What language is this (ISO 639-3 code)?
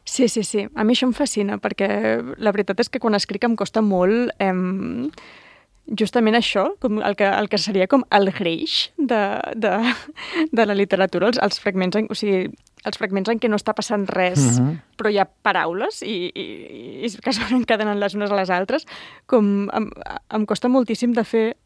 cat